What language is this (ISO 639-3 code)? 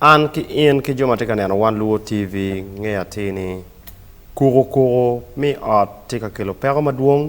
ach